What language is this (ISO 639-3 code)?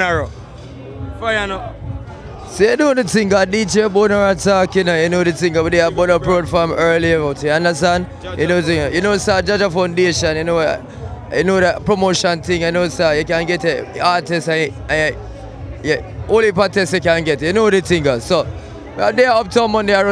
jam